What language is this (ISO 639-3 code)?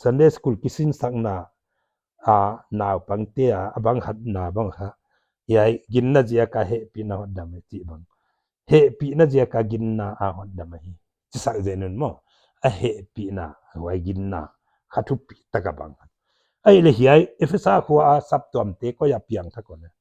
pck